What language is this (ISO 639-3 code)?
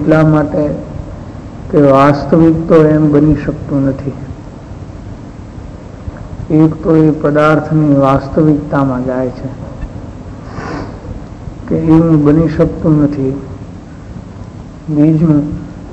guj